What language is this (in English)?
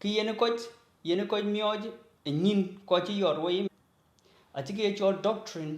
Dinka